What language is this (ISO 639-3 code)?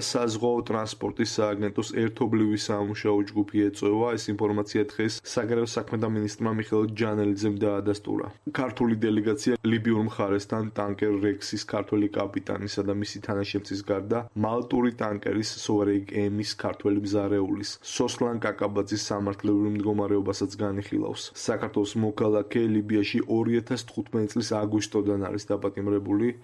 kat